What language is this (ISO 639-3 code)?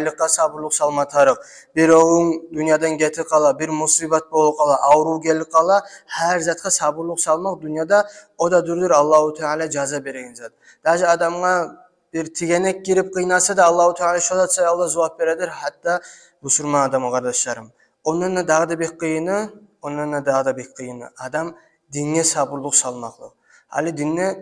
kum